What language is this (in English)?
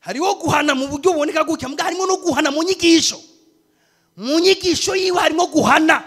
Rundi